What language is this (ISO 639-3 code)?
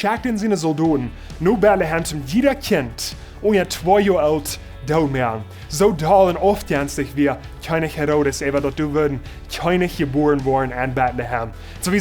pdt